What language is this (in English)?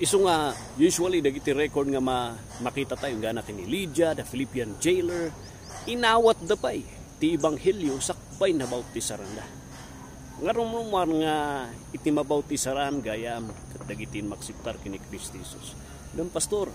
Iloko